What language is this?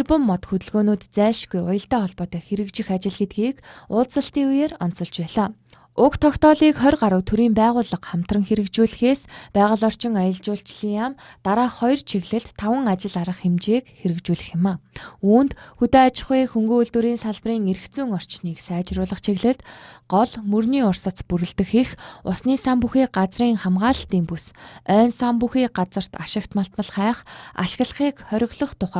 Mongolian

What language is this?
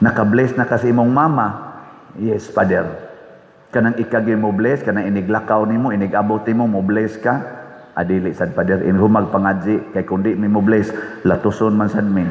Cebuano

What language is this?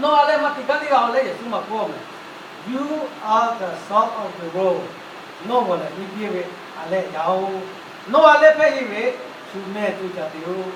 Lahu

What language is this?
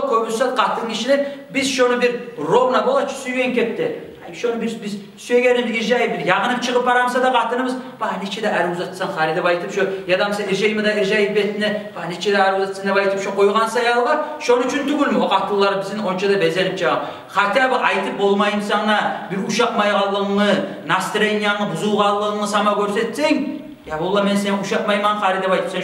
Kumyk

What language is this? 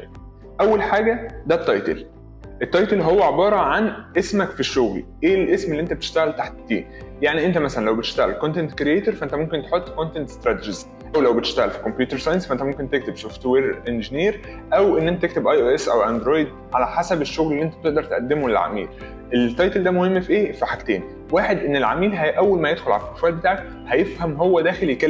Egyptian Arabic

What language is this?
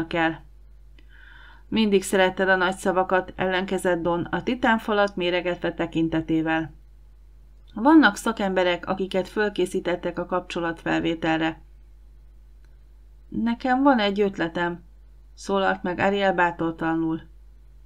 Hungarian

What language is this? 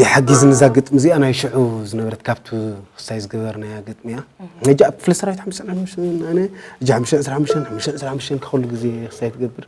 Tigrinya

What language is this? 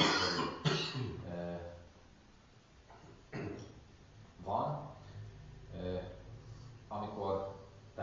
Hungarian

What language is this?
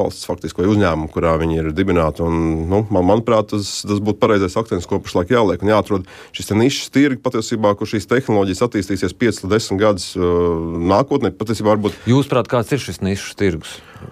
Latvian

